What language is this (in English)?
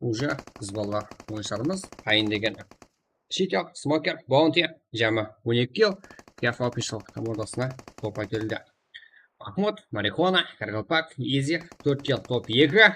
Kara-Kalpak